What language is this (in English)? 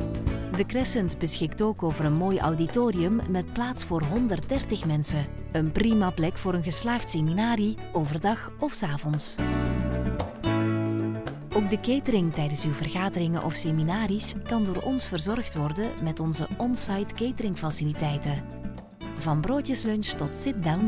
Dutch